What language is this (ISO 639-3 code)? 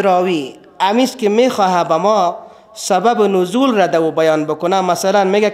fas